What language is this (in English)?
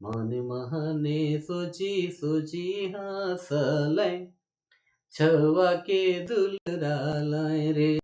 Sadri